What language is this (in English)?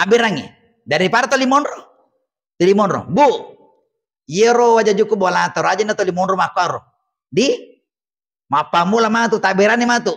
Buginese